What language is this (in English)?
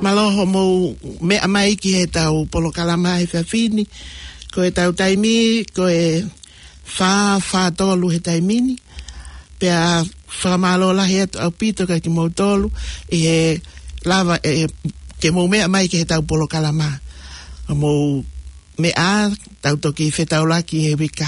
Tongan